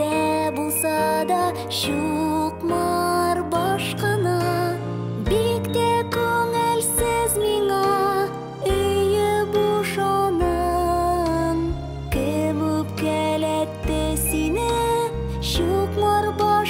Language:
Tatar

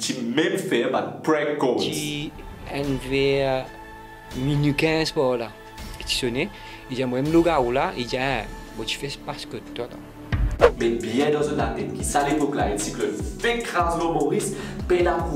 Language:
Morisyen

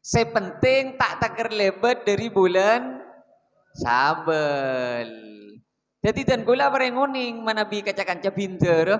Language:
Madurese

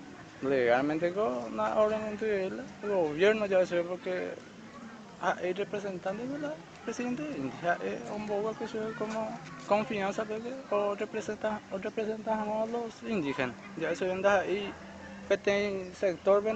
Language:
Guarani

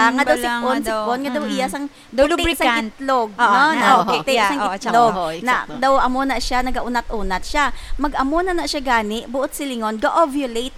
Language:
Hiligaynon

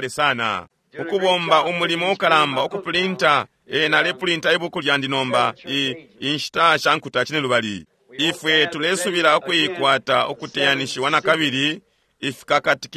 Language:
Bemba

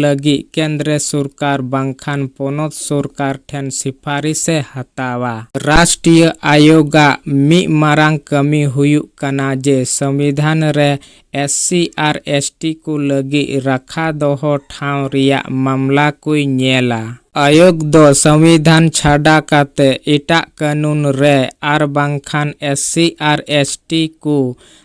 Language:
Santali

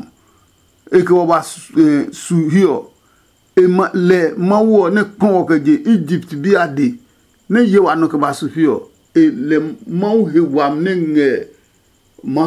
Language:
Adangme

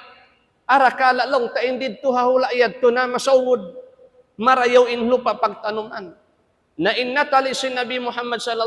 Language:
Tausug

